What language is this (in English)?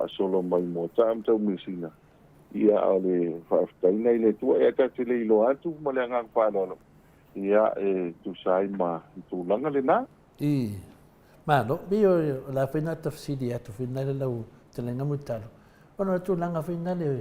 Samoan